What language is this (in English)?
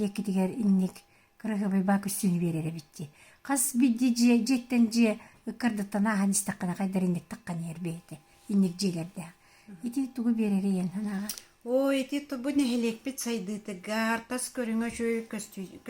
Yakut